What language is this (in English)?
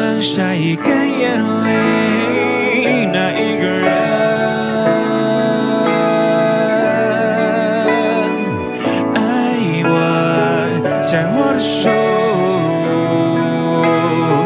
Chinese